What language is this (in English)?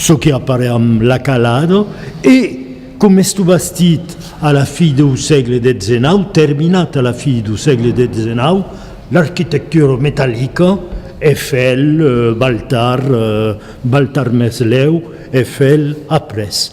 Occitan